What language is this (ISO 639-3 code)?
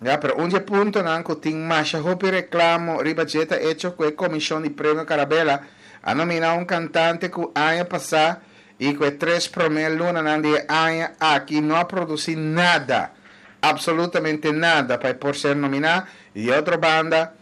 pap